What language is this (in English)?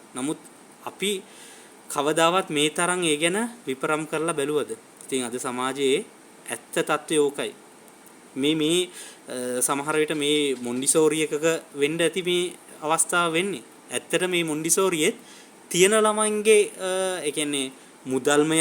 Sinhala